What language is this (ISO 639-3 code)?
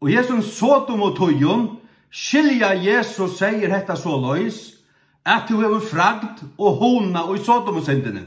fao